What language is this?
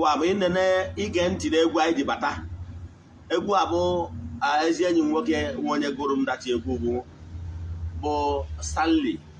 Igbo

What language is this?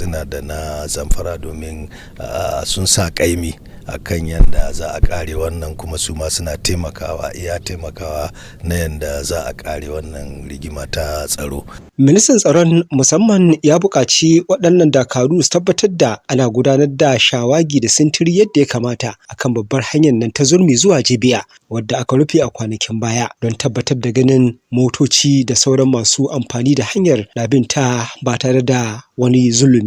Hausa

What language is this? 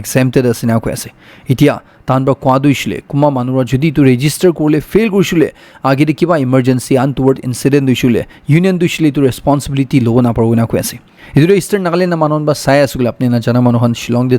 Naga Pidgin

